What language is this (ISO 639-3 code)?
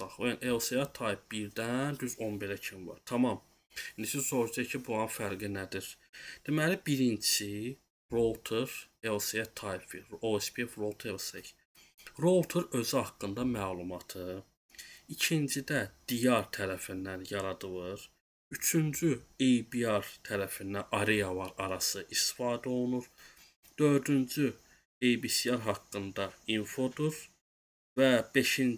aze